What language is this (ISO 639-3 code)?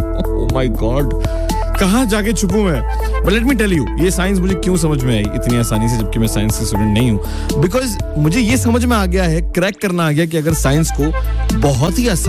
hin